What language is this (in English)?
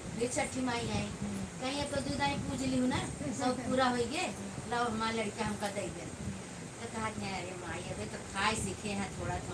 Awadhi